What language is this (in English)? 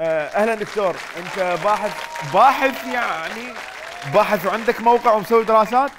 Mesopotamian Arabic